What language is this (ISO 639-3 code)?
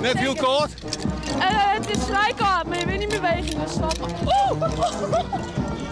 fry